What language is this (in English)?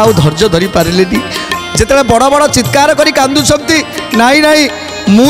Odia